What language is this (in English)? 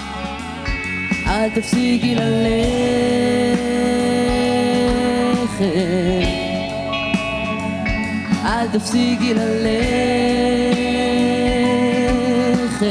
Hebrew